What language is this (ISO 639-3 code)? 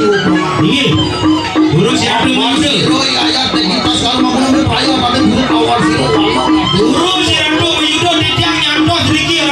ban